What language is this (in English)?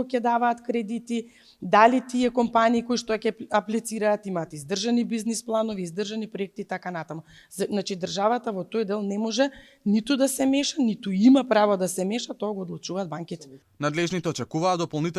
Macedonian